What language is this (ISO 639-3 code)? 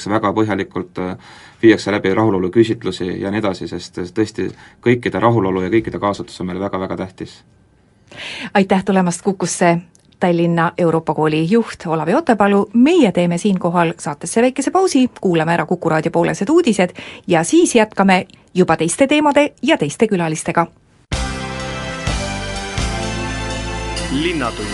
est